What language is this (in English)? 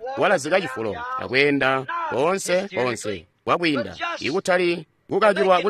Tonga (Zambia)